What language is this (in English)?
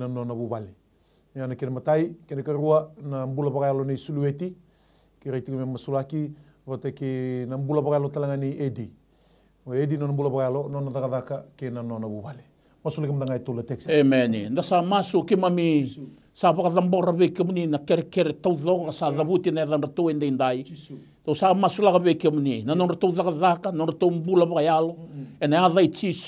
Fijian